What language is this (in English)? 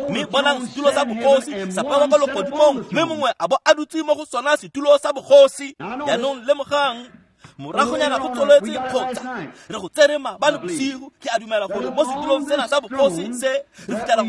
Tswana